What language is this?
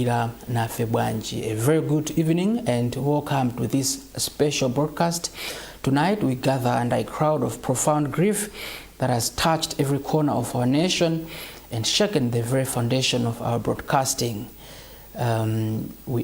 Nyanja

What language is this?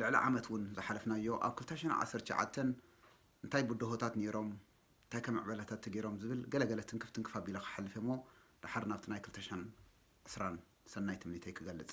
Tigrinya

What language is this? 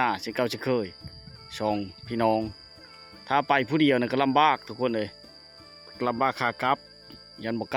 Lao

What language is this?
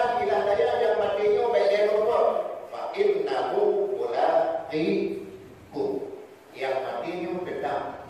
Achinese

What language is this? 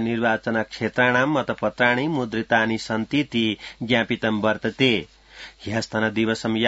Sanskrit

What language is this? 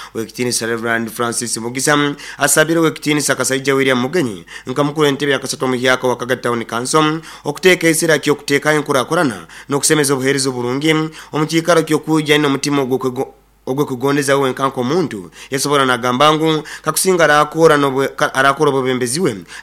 Nyoro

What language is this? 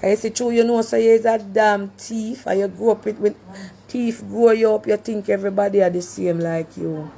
Jamaican Creole English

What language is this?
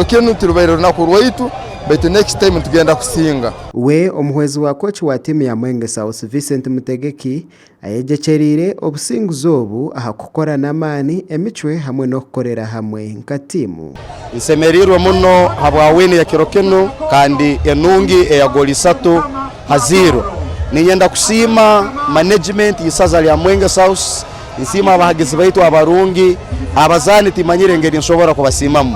Nyankole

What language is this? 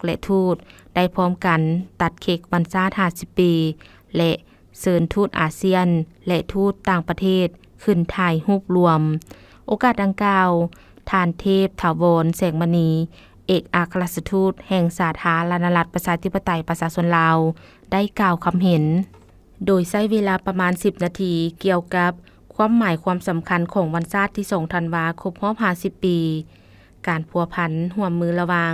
Lao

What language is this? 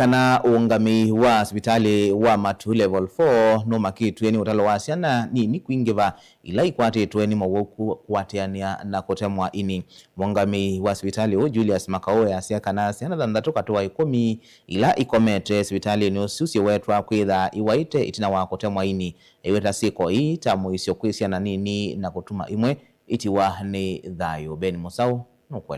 Kamba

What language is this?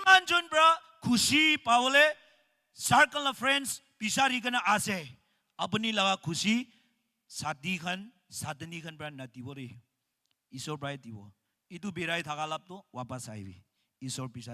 Naga Pidgin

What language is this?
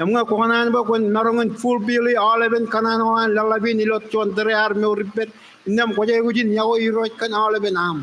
Marshallese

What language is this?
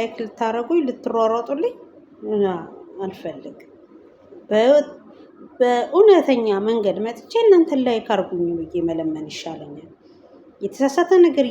Amharic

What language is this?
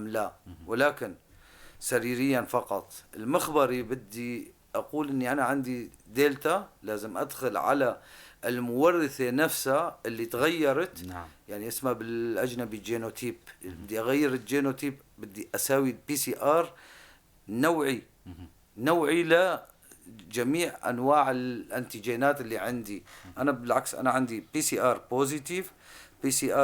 North Levantine Arabic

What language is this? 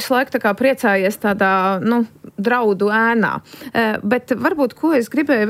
Latvian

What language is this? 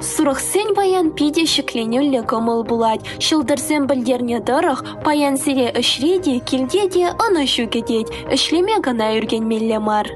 Chuvash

